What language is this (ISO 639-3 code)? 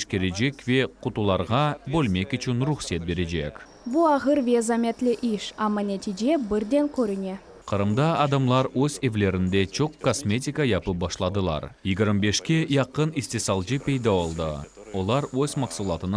crh